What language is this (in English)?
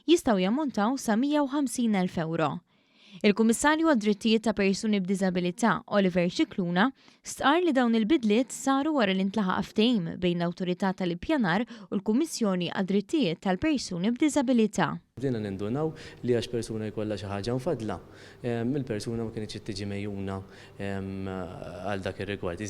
Maltese